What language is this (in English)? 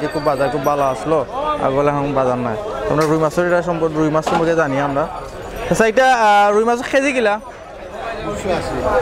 Bangla